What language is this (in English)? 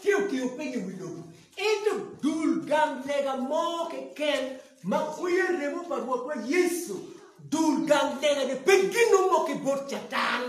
Acoli